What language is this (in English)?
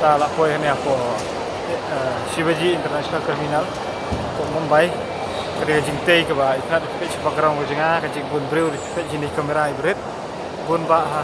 Khasi